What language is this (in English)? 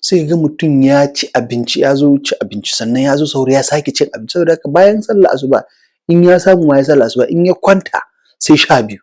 Hausa